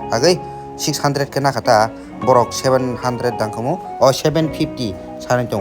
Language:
Kok Borok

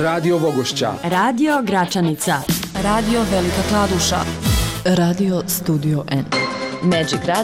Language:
Bosnian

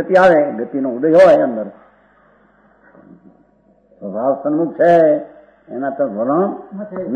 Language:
Gujarati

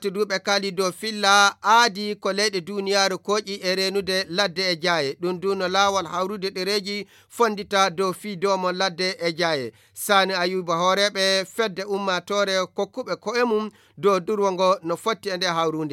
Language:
Fula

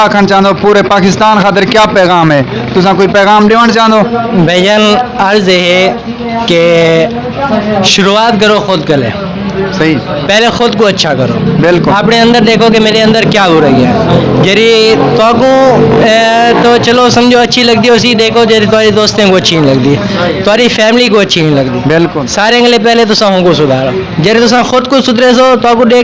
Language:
Saraiki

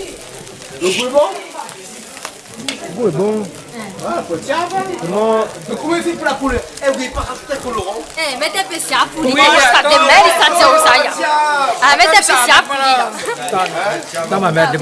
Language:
Réunion Creole French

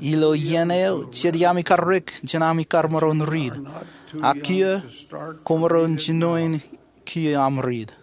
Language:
Marshallese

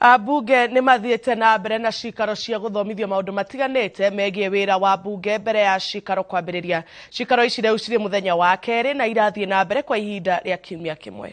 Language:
Kikuyu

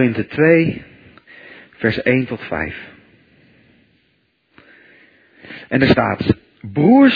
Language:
Dutch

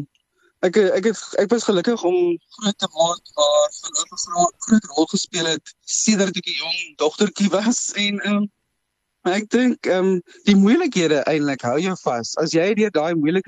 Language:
Afrikaans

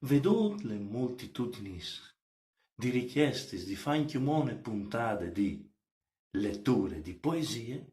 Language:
Friulian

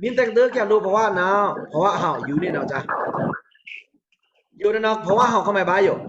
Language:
Pa'o Karen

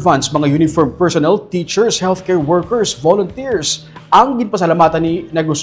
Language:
Hiligaynon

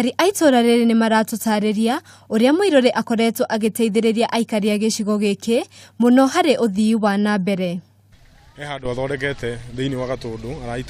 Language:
Kikuyu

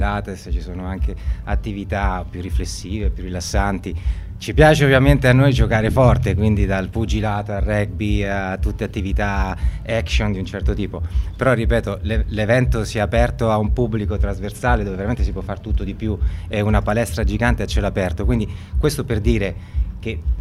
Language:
Italian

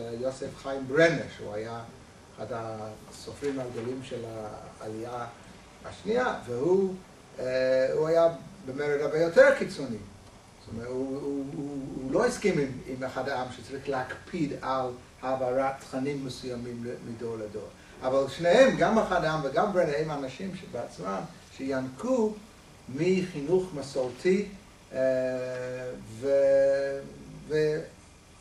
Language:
Hebrew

